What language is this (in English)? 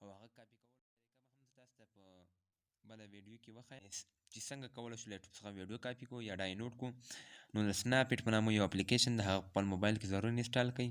Pashto